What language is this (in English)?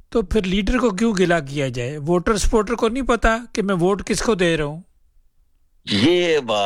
Urdu